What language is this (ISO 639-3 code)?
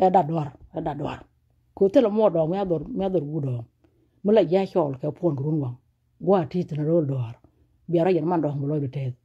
nus